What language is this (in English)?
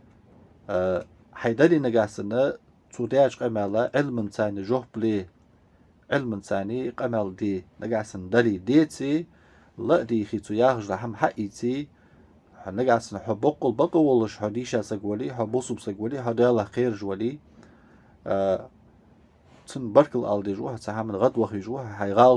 Ingush